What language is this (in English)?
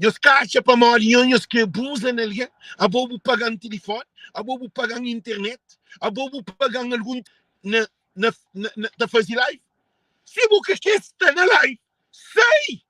Kabuverdianu